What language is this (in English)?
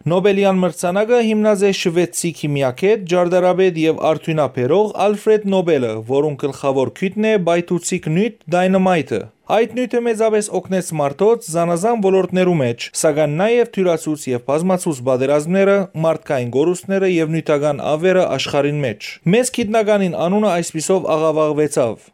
Western Armenian